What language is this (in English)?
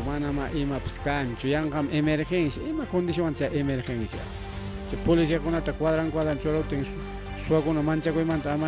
Ayacucho Quechua